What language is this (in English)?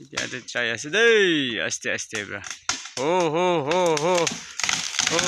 Naga Pidgin